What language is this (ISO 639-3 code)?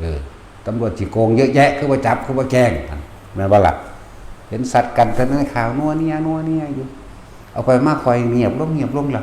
tts